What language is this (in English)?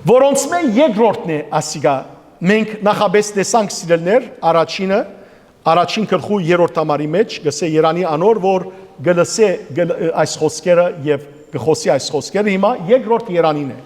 Western Armenian